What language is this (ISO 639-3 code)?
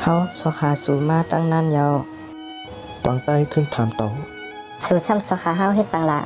shn